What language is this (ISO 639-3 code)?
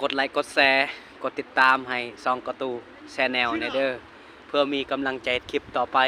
lao